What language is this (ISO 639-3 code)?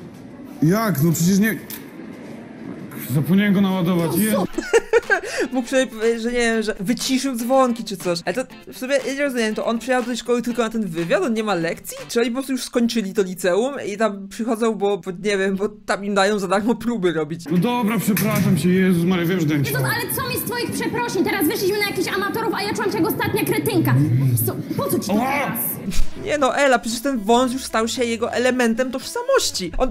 pol